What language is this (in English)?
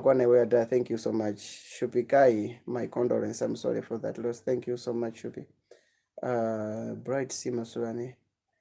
Nyanja